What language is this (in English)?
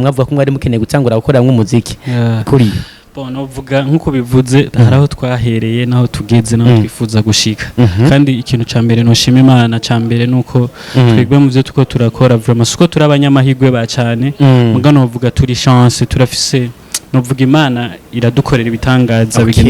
Rundi